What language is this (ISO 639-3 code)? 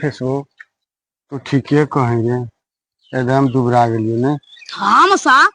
mag